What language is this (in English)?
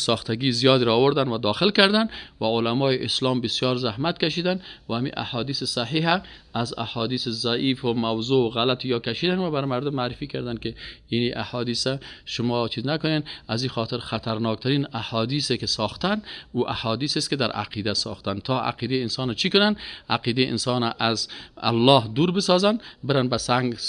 Persian